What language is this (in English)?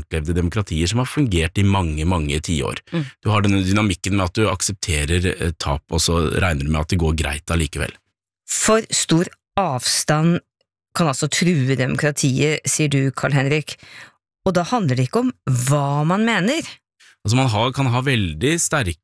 Norwegian